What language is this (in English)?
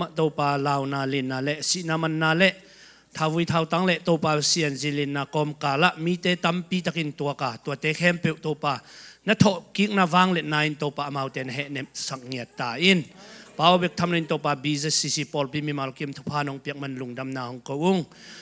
Tedim Chin